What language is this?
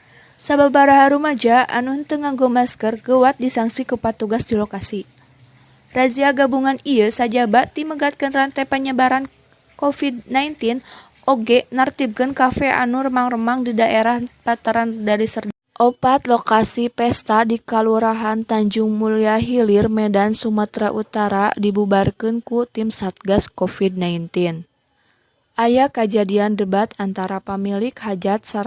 Sundanese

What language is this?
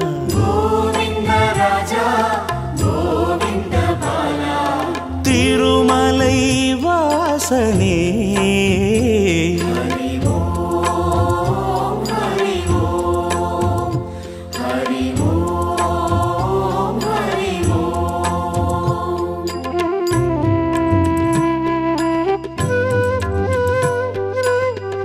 Tamil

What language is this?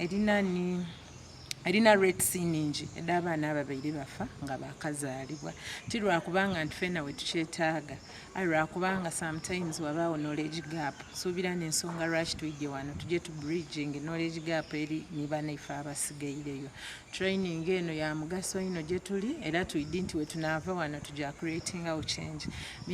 Soga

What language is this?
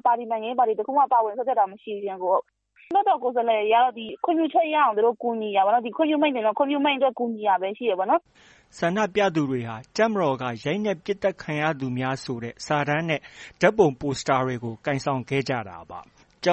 Burmese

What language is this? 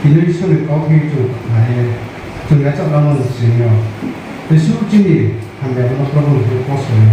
Riang (India)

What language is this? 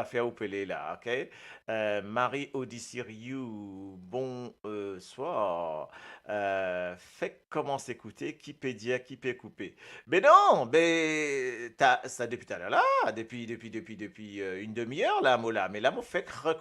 Morisyen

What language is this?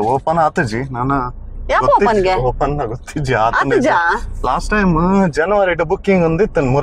Tulu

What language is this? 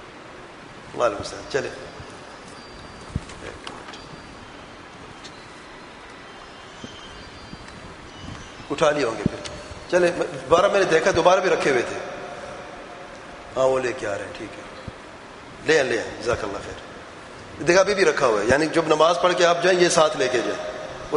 Urdu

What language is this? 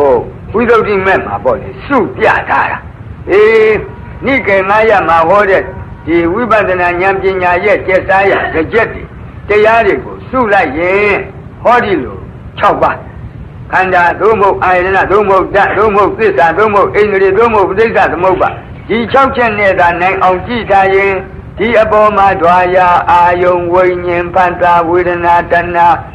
Burmese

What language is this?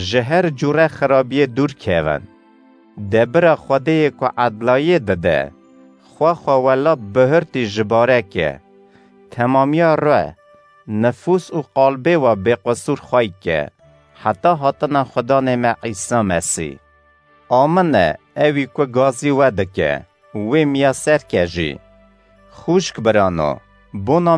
Kurdish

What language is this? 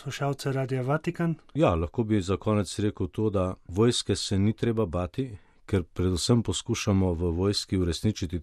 Slovenian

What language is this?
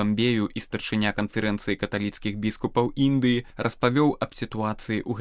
Belarusian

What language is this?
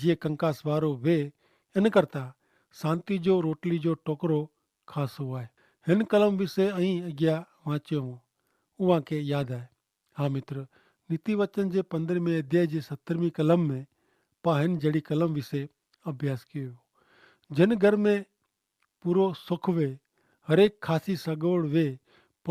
Kachhi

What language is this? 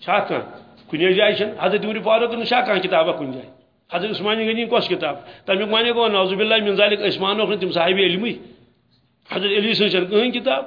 Kashmiri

